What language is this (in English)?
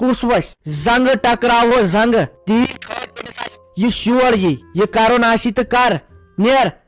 Kashmiri